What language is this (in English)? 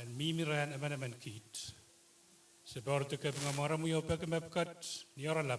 Pohnpeian